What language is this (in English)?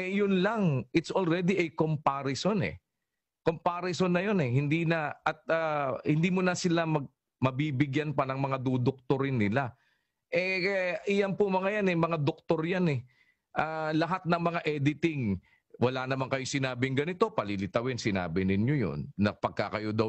Filipino